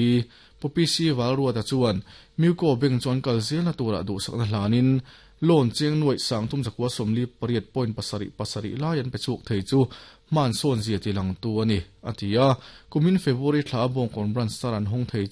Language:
Mizo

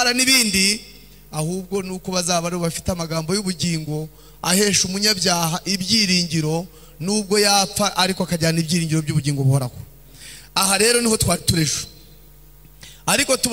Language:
Kinyarwanda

